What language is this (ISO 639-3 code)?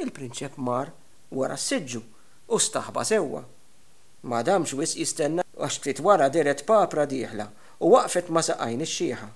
mlt